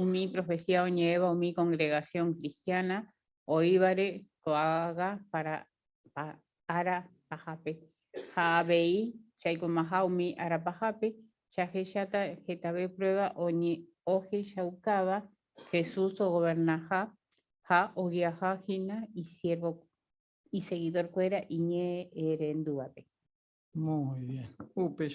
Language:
Guarani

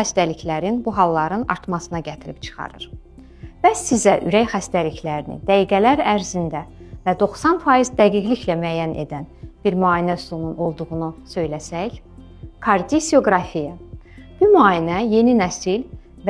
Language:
Azerbaijani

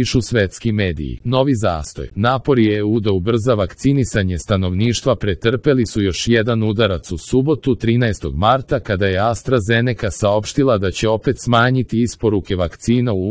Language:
Serbian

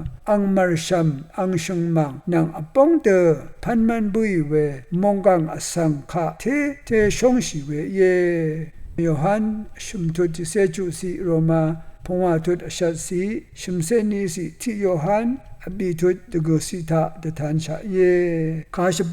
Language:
Rawang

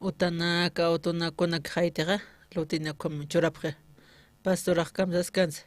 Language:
Aymara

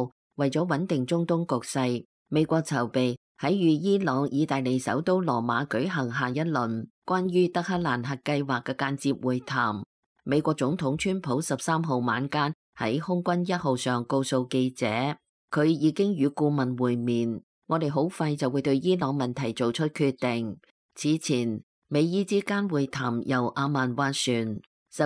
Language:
Cantonese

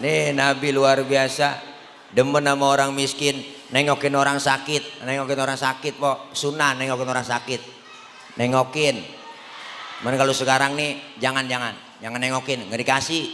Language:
Betawi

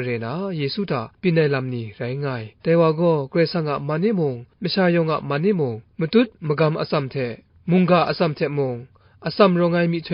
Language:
Kachin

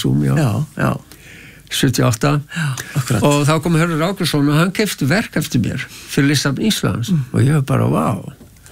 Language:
Icelandic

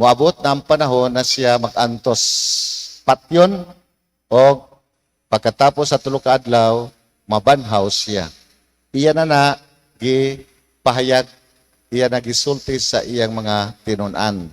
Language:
Cebuano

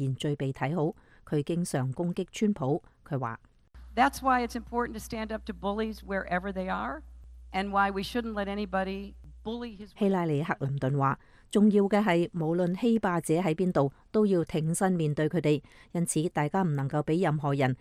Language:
Cantonese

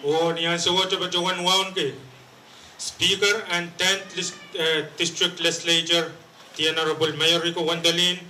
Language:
Pohnpeian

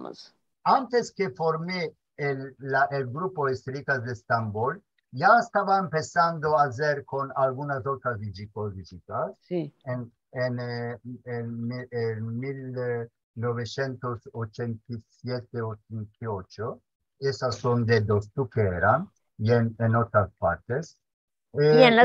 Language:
Ladino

